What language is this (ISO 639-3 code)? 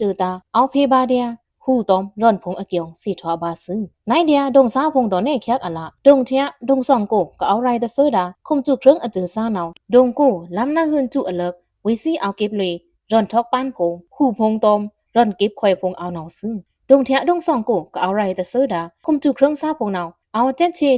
blk